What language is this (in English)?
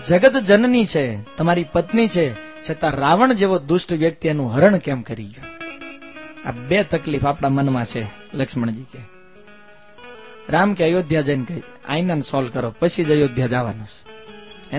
Gujarati